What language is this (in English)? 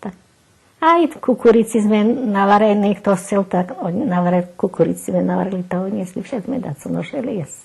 Rusyn